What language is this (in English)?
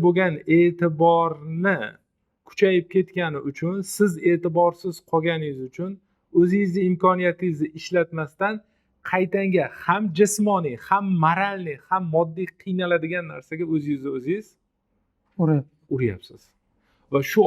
Uzbek